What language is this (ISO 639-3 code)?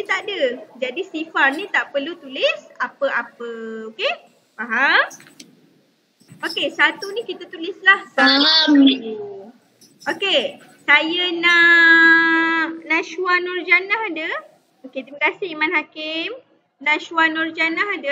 msa